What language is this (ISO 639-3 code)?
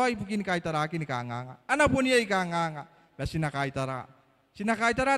gil